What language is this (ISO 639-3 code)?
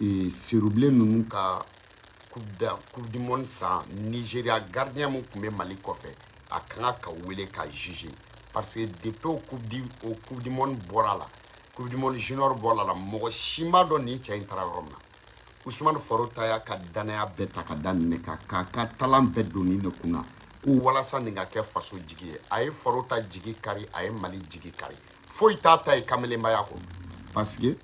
bam